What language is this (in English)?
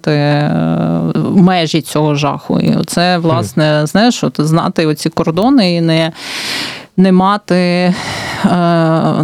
Ukrainian